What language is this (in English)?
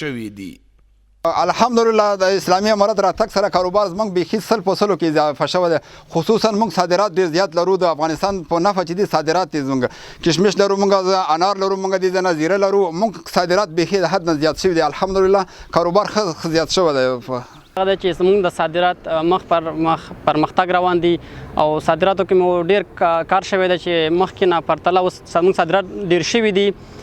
Pashto